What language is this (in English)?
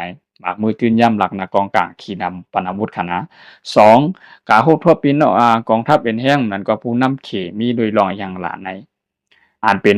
Shan